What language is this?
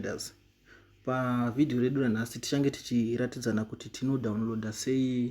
Shona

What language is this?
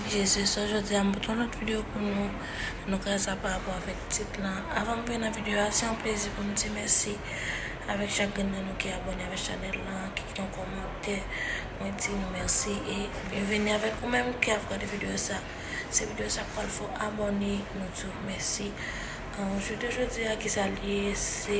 Haitian Creole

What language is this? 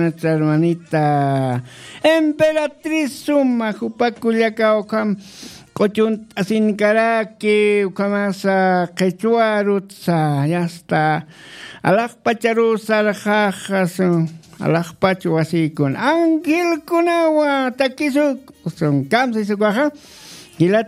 Aymara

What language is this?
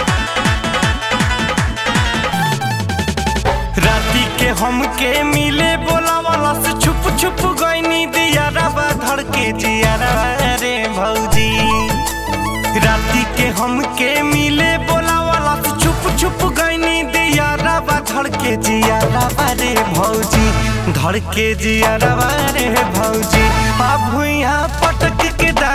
Bhojpuri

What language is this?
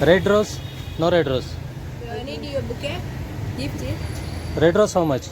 Tulu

